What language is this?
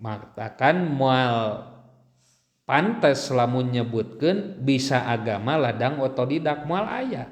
Sundanese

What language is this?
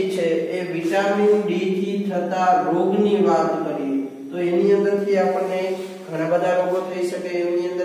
Gujarati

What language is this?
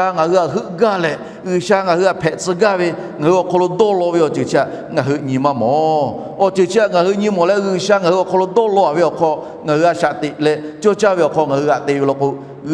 Lahu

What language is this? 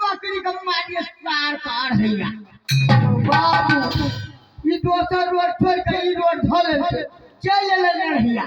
Maithili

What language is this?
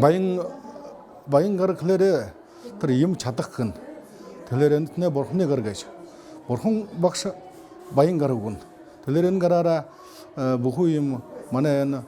Buriat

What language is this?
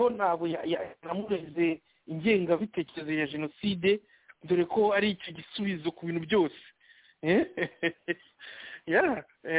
Kinyarwanda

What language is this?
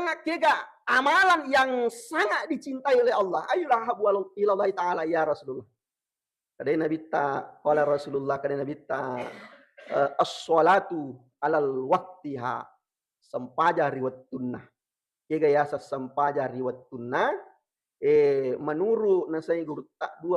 Buginese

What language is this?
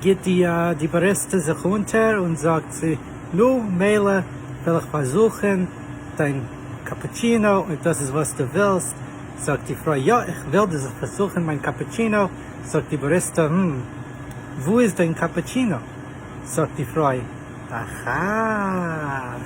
Yiddish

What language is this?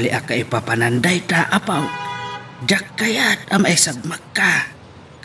Iloko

